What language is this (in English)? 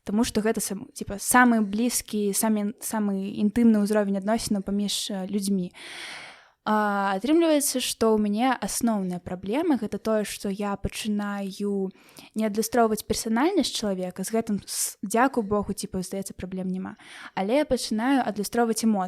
Belarusian